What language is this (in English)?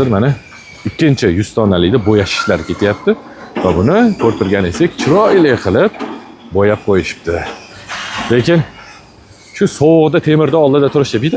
Uzbek